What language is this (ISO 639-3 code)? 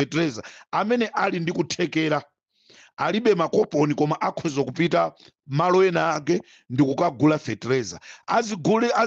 nya